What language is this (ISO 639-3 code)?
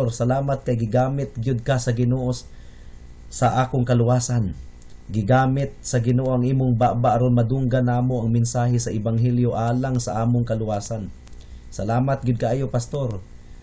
ceb